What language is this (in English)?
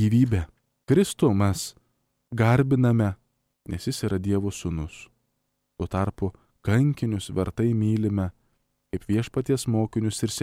Lithuanian